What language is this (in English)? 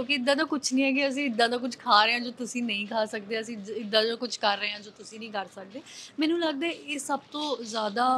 Punjabi